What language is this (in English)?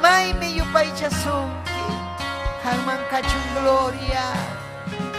Ayacucho Quechua